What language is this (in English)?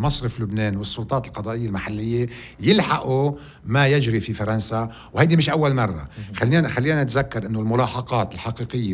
North Levantine Arabic